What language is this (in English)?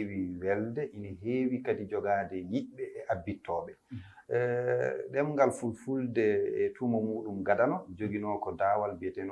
Fula